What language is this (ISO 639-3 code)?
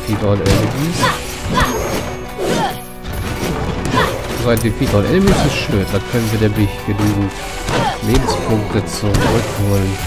deu